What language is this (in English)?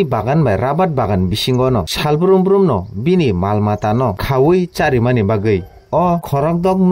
Kok Borok